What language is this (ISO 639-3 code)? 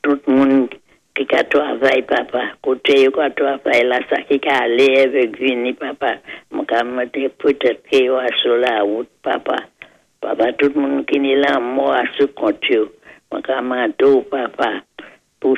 acf